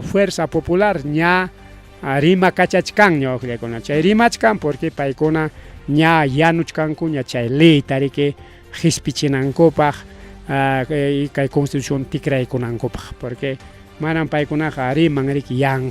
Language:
Ayacucho Quechua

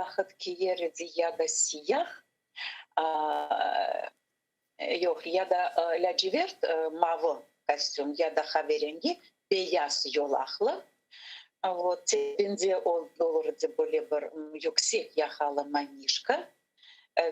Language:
Crimean Tatar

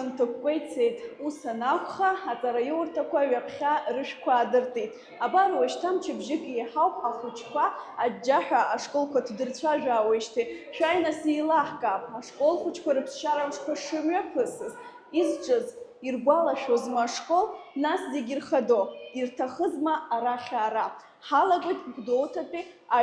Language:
Abkhazian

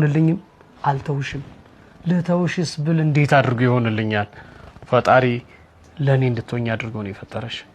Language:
Amharic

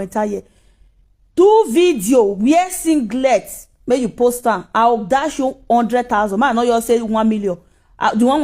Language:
Nigerian Pidgin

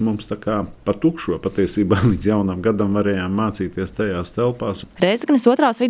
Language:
Latvian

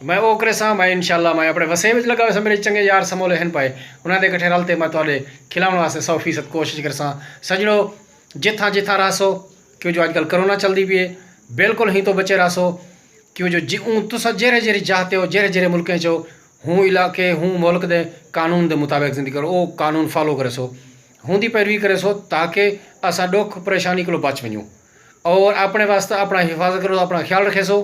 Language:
Saraiki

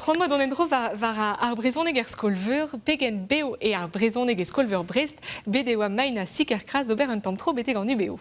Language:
Breton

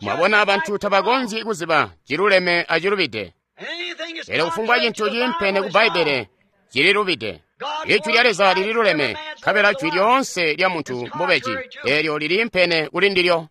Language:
Tonga (Zambia)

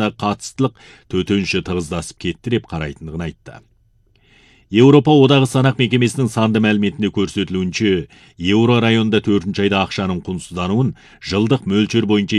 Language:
Kazakh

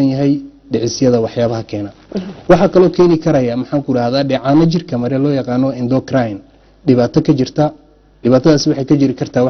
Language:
Somali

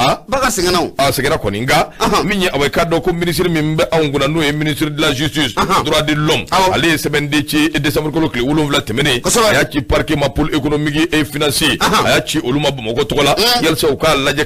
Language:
Bambara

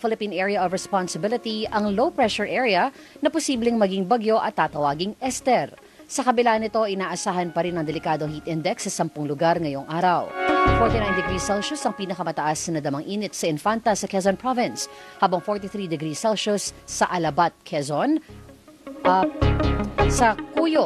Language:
Filipino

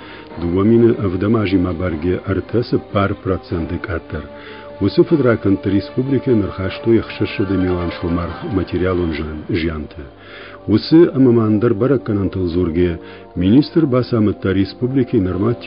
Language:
Ossetic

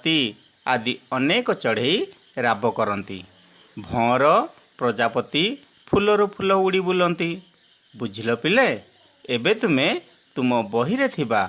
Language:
Odia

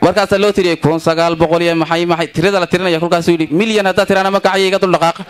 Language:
Somali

